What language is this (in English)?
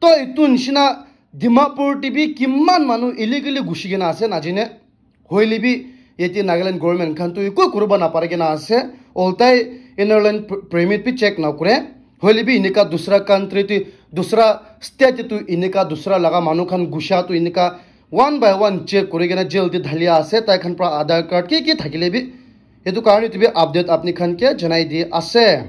Naga Pidgin